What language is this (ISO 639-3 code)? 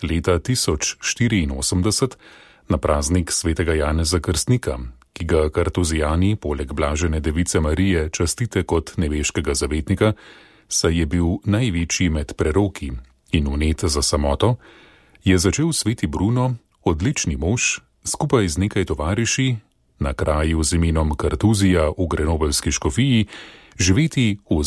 slv